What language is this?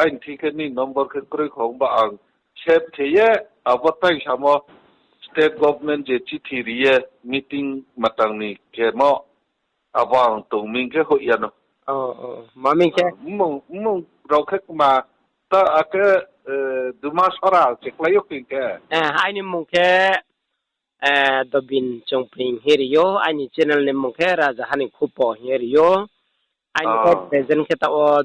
Riang (India)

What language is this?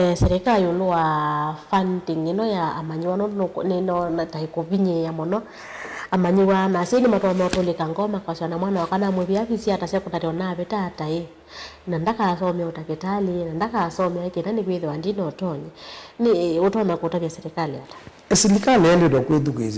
Kamba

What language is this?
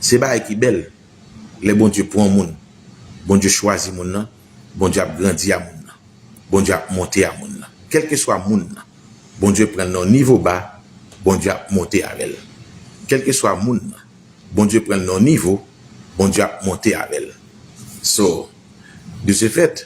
Haitian Creole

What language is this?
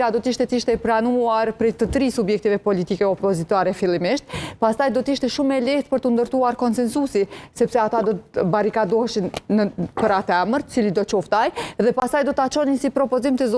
Albanian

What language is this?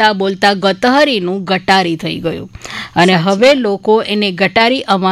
Gujarati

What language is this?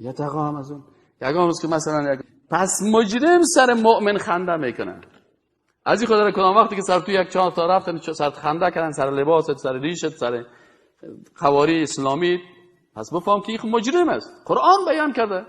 Persian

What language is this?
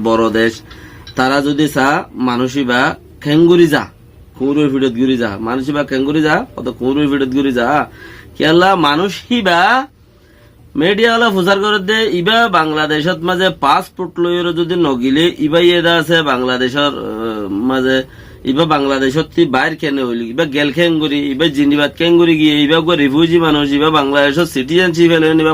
Rohingya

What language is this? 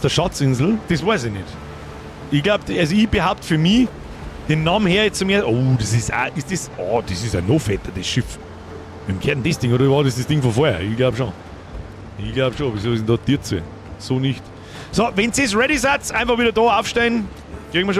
Bavarian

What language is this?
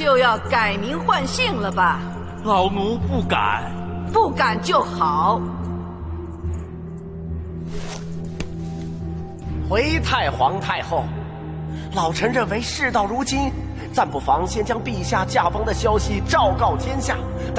Chinese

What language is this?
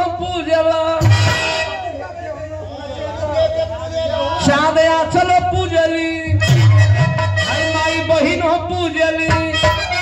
Bhojpuri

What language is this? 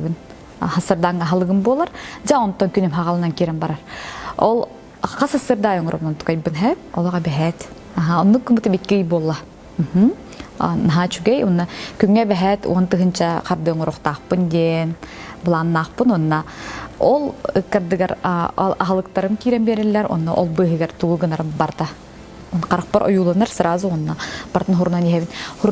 Yakut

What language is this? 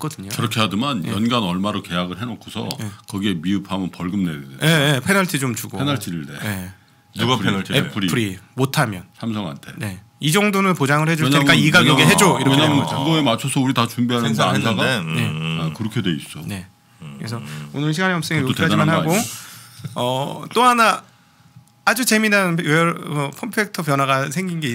Korean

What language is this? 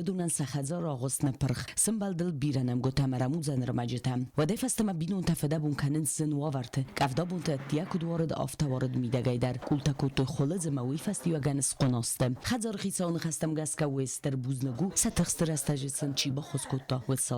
Ossetic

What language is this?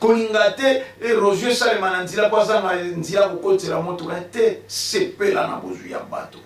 Lingala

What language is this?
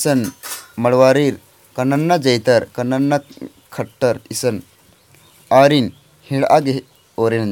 Kurukh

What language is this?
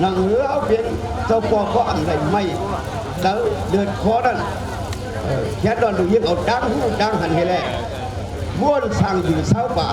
Shan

